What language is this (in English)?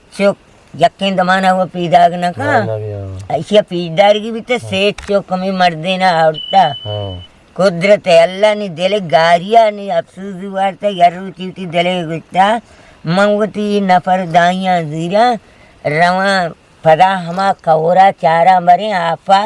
Eastern Balochi